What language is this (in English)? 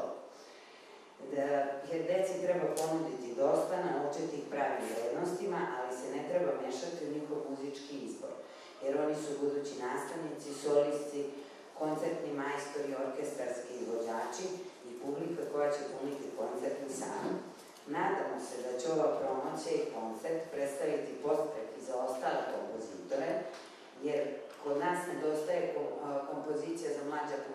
Serbian